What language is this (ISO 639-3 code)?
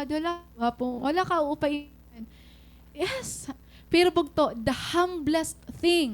war